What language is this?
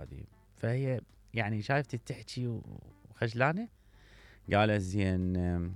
Mesopotamian Arabic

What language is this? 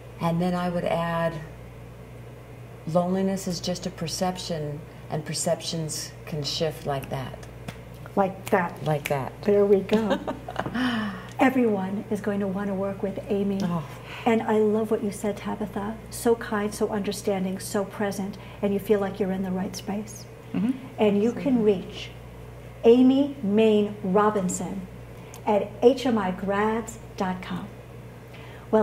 English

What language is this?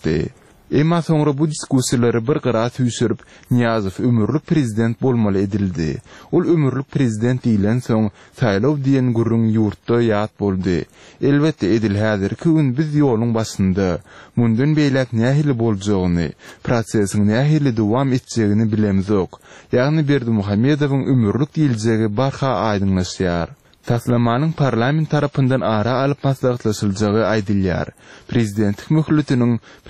Turkmen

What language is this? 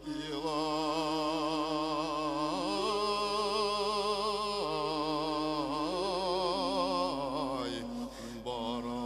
Bashkir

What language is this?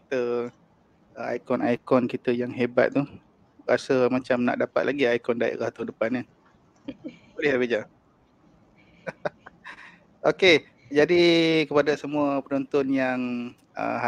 Malay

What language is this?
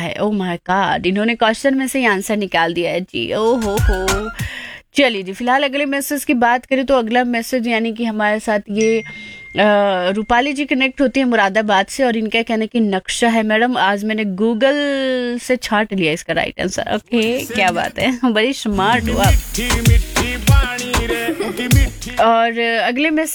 Hindi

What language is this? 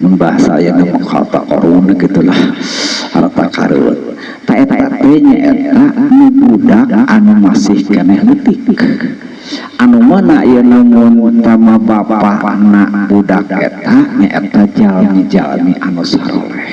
Sundanese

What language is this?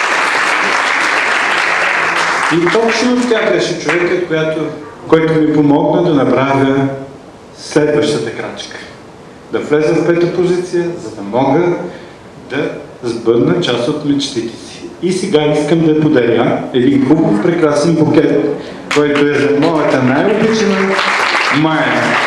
Bulgarian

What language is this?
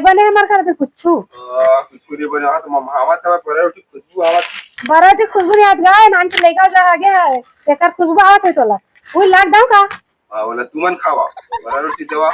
Chhattisgarhi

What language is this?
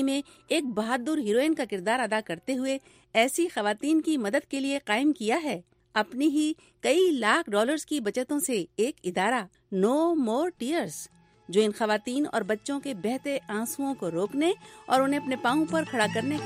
Urdu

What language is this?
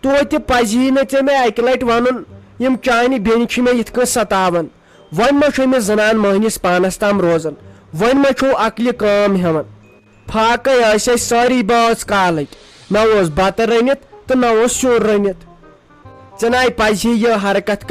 Kashmiri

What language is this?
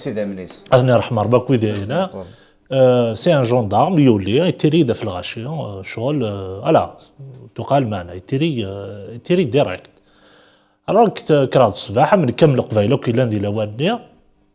Kabyle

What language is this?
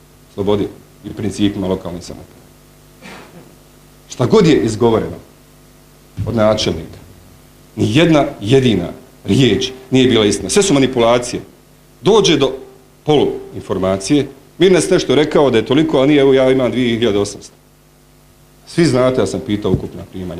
Bosnian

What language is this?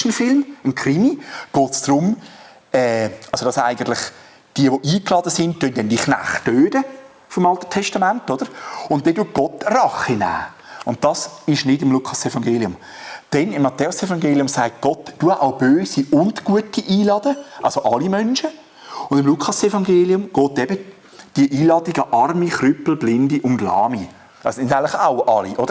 Swiss German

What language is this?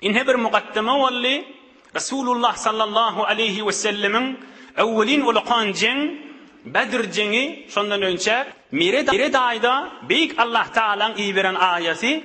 Turkmen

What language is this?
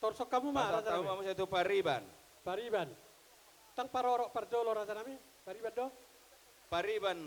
Batak Toba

